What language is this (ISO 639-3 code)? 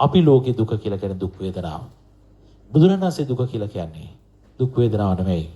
sin